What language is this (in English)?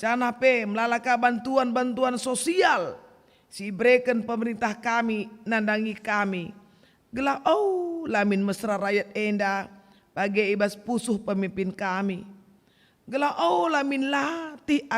Batak Karo